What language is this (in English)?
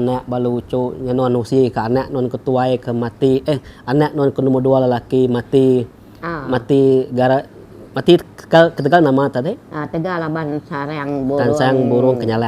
Iban